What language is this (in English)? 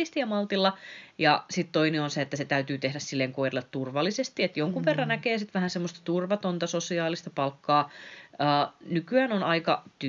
Finnish